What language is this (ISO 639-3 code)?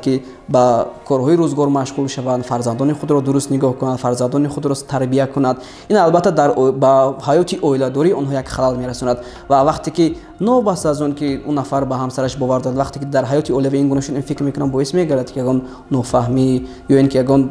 tgk